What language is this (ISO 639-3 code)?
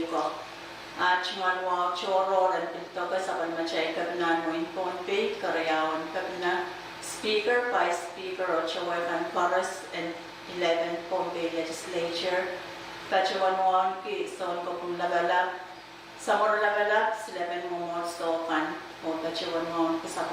pon